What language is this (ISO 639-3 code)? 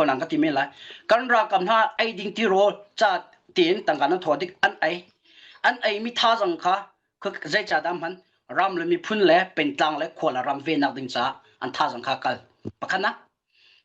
cnh